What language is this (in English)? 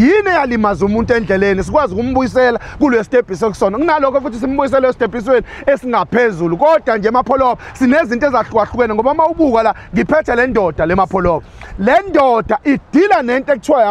Zulu